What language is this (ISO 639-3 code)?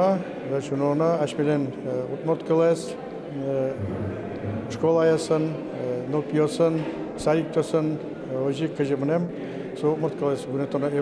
udm